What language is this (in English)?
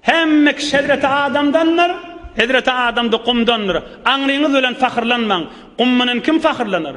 Turkmen